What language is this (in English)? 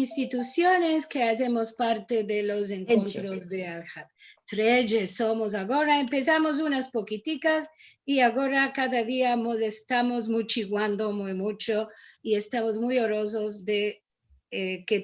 Ladino